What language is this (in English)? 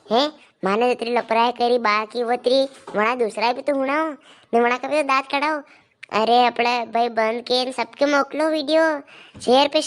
Rajasthani